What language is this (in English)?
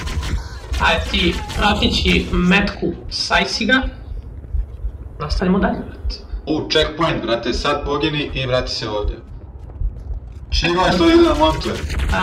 Croatian